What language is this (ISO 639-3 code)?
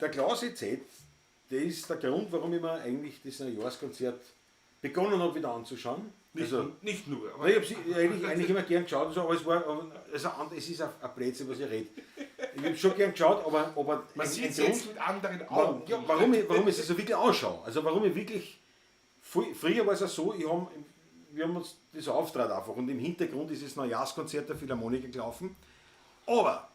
bar